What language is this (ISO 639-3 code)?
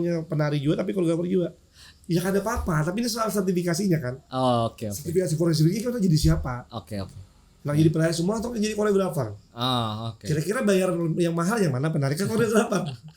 bjn